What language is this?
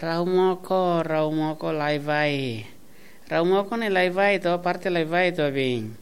Tetum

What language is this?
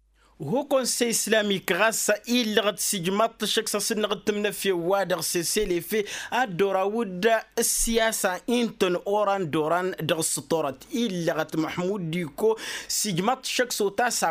Tamasheq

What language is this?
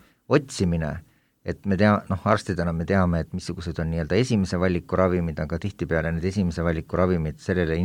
Estonian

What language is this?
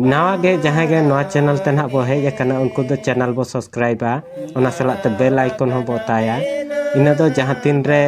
Santali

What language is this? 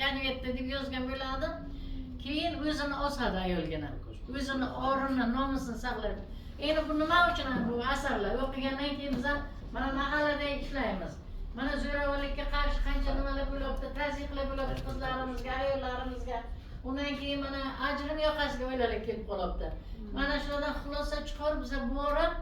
Uzbek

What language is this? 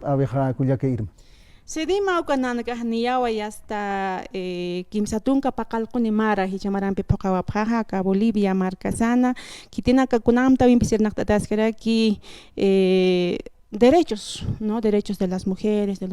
Aymara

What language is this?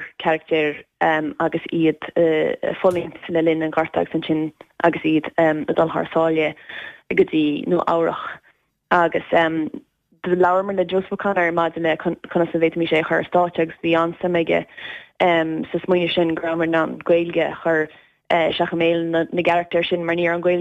Irish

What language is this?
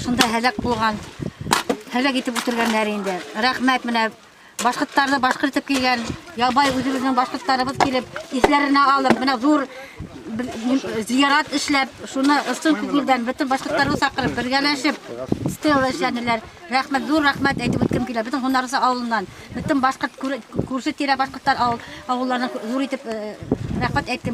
Bashkir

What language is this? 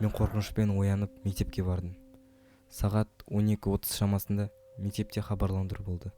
Kazakh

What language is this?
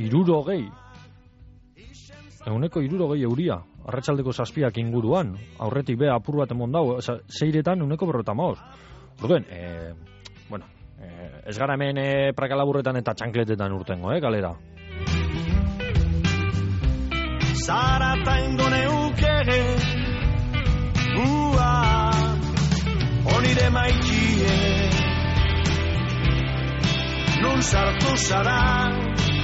Basque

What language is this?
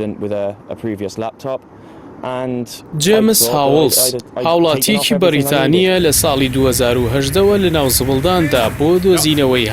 Central Kurdish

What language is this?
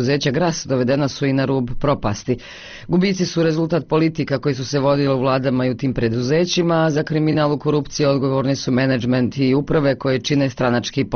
Bosnian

